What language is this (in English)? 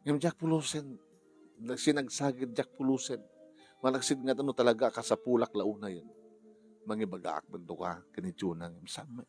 Iloko